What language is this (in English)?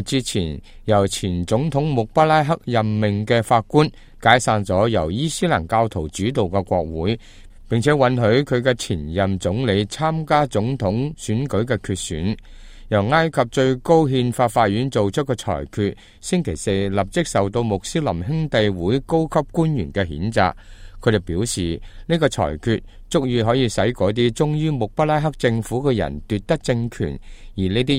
Cantonese